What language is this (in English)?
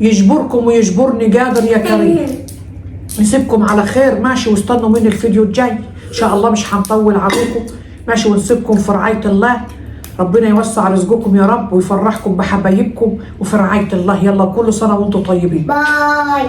Egyptian Arabic